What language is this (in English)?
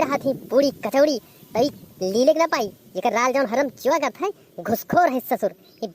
Awadhi